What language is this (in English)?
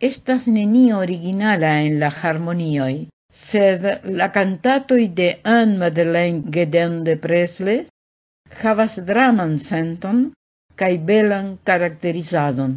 Esperanto